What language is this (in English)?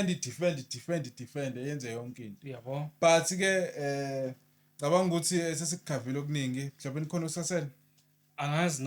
Zulu